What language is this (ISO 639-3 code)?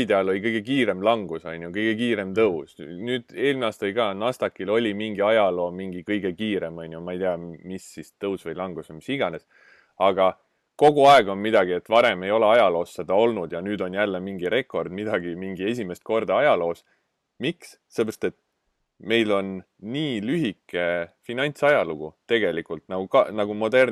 est